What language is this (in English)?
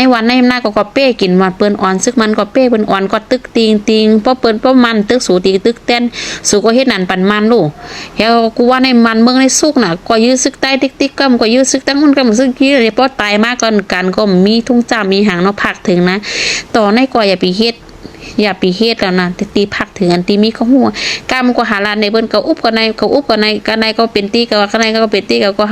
Shan